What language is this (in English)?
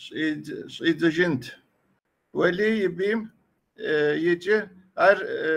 Kabardian